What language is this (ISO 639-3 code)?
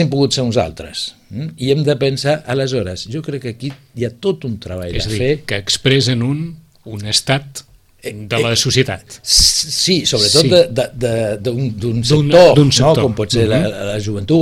cat